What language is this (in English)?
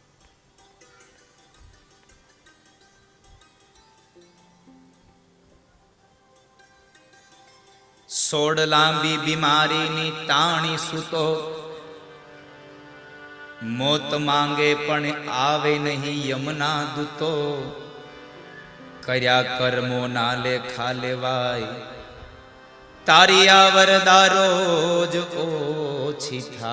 Gujarati